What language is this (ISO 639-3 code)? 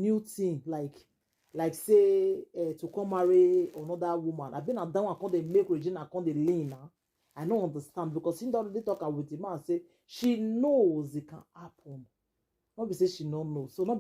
pcm